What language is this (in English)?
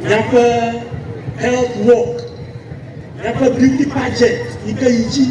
Ewe